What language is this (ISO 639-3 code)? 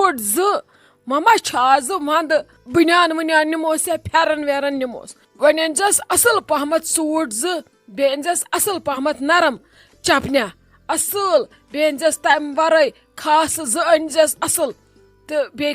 kas